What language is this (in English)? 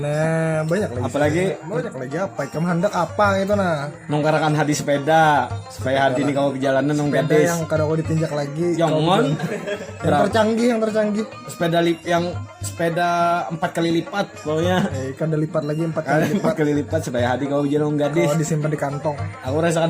Banjar